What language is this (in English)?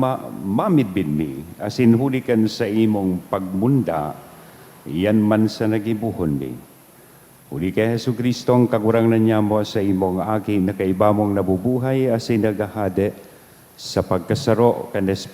Bikol